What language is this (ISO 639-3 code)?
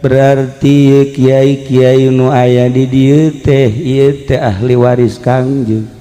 sun